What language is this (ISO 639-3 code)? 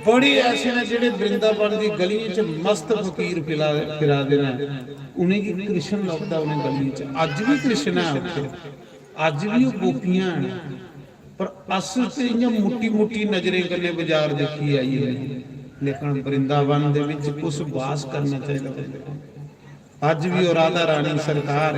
doi